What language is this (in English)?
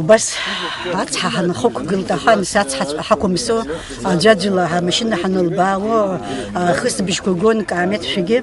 Abkhazian